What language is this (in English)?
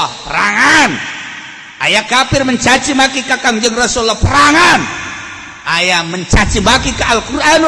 Sundanese